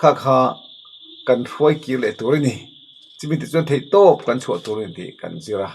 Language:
Mizo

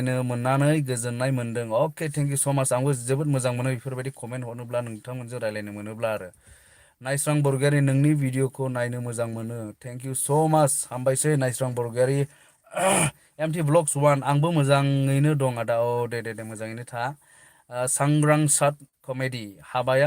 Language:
Bodo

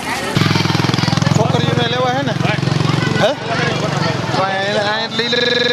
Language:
Gujarati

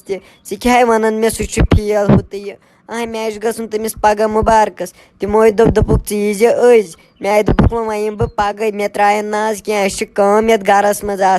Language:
Kashmiri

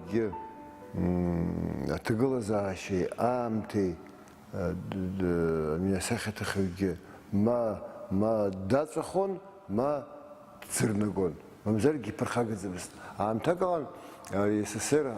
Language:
Abkhazian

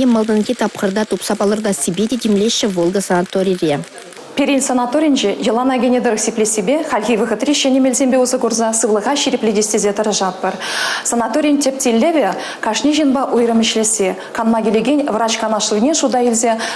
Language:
Chuvash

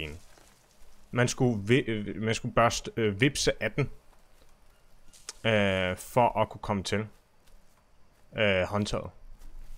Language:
Danish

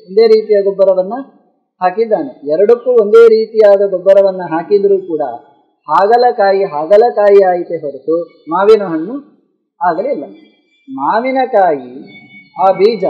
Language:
Kannada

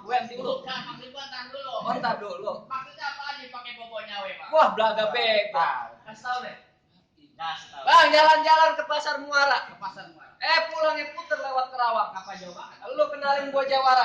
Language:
Betawi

